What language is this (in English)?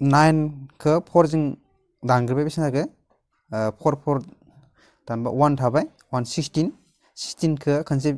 Bodo